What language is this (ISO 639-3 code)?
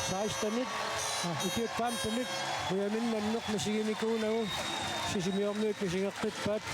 kal